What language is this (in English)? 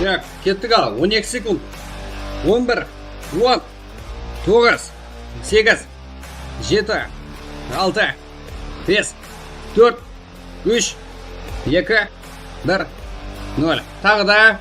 Kara-Kalpak